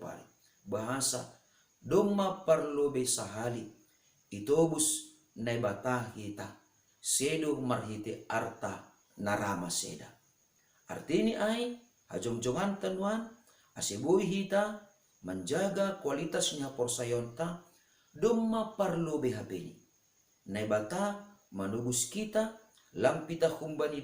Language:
Batak Simalungun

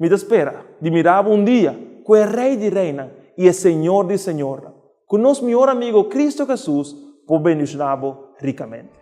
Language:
Papiamento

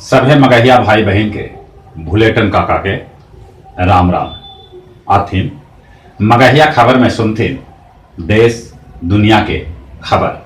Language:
Magahi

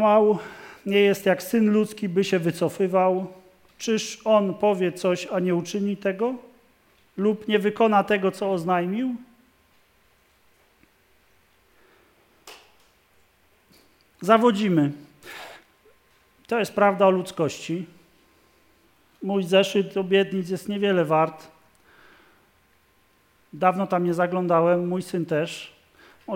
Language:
Polish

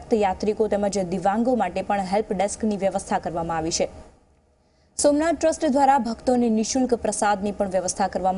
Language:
Gujarati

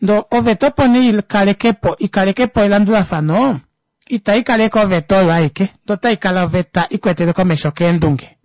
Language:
Kuanyama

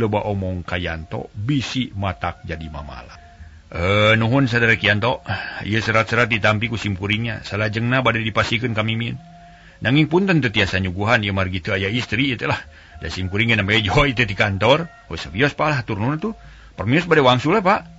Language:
Sundanese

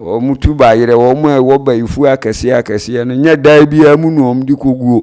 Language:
Akan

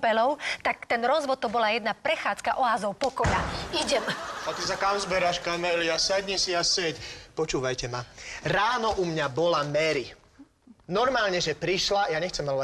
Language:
Slovak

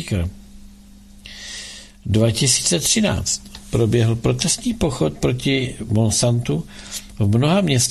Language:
Czech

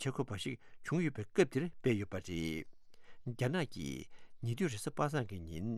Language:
Tibetan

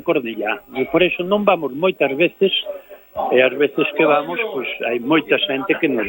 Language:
Galician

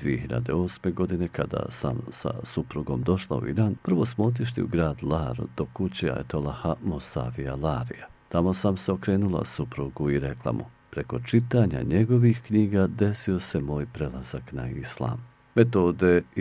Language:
Bosnian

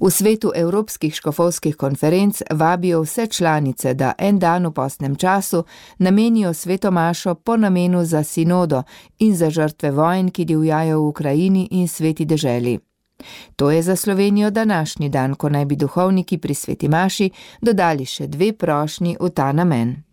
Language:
Slovenian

